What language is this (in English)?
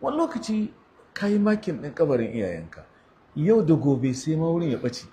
Hausa